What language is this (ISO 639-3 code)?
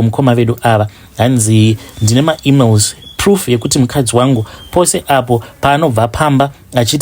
sna